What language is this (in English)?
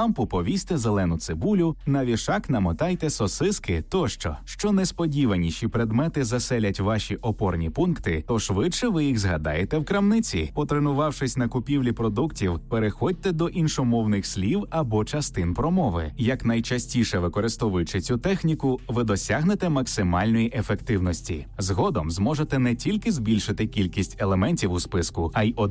Ukrainian